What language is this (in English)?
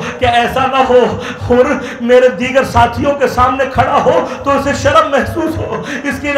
Urdu